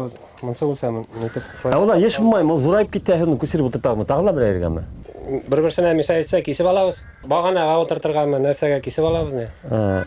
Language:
Bashkir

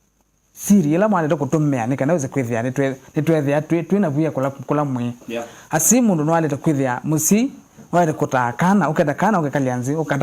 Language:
Kamba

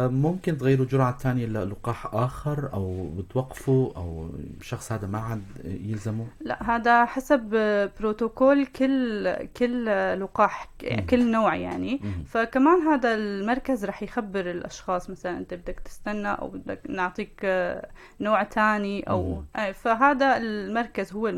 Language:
North Levantine Arabic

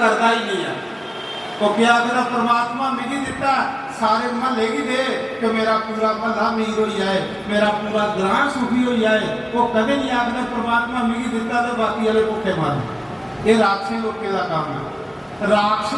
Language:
Dogri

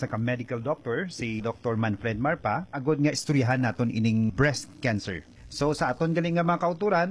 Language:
Hiligaynon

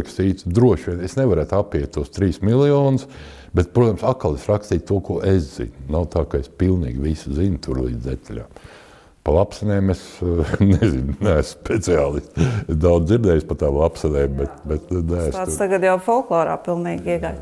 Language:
Latvian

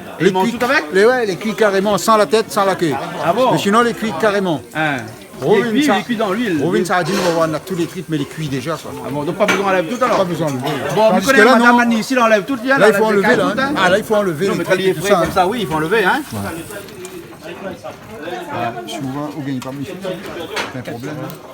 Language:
Réunion Creole French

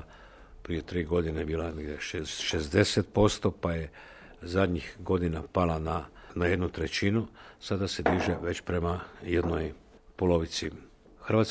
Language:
Croatian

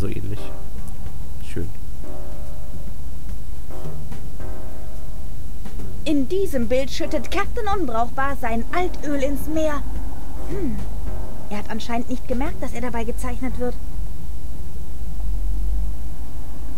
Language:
German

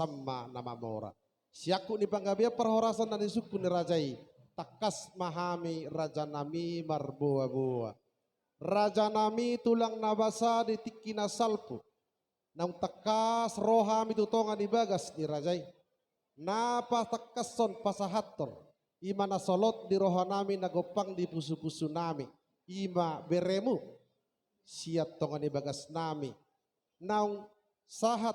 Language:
Batak Toba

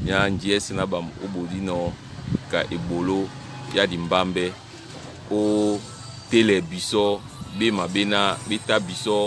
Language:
Duala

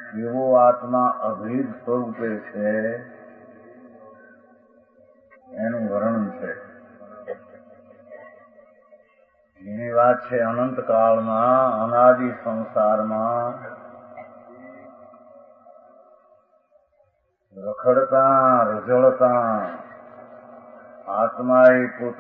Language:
Gujarati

